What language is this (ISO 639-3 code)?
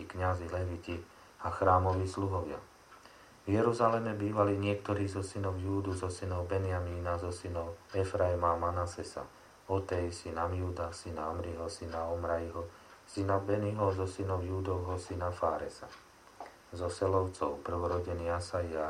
slk